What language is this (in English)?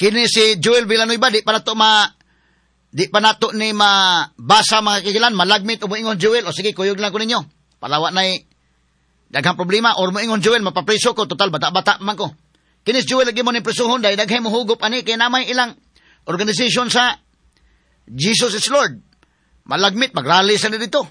Cebuano